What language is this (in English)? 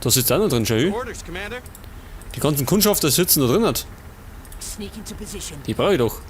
Bavarian